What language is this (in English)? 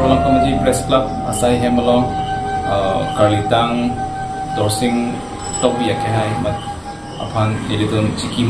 Karbi